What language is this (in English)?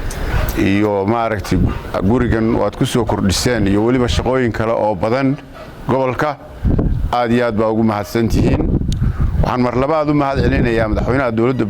Somali